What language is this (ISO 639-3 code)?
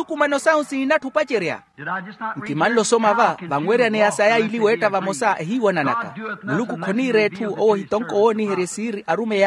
vmw